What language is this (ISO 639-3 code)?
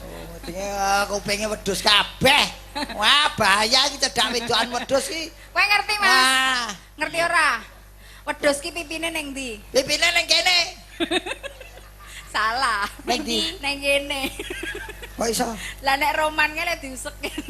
jav